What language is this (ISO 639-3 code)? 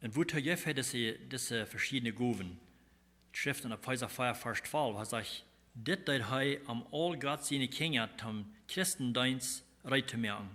pdt